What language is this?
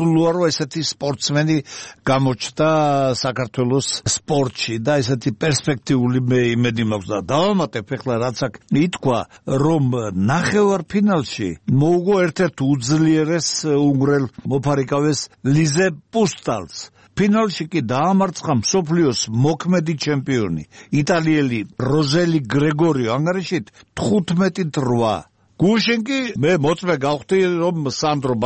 Georgian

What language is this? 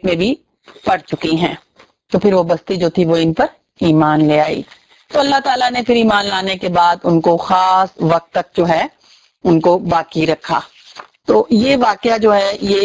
Urdu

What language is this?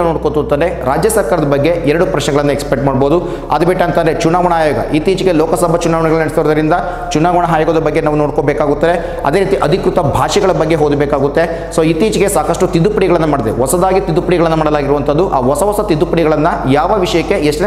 Kannada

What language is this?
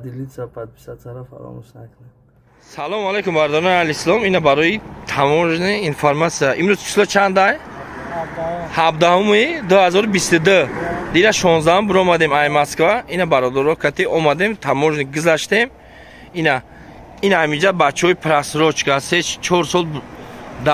Tajik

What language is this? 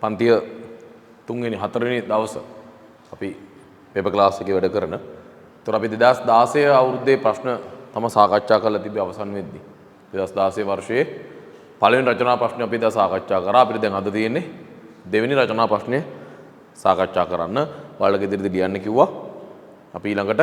Sinhala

